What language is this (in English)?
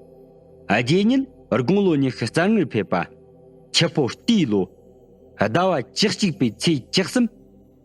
Tibetan